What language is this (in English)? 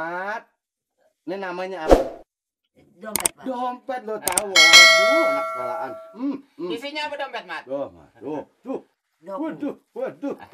Betawi